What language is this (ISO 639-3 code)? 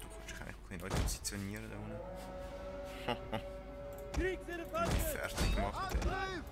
gsw